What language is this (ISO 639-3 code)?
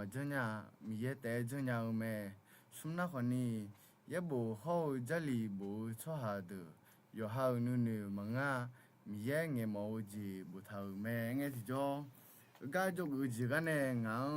ahk